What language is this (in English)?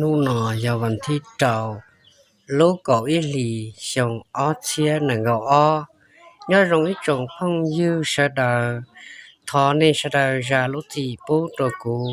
Hmong